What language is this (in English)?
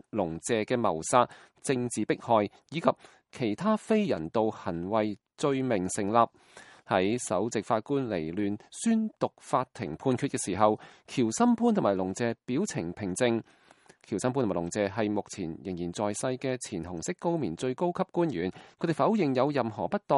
Cantonese